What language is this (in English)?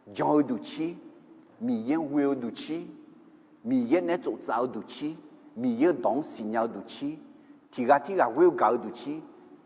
Akha